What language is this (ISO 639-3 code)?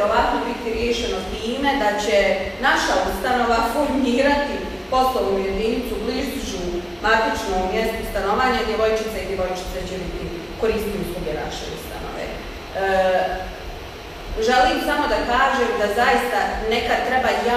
bos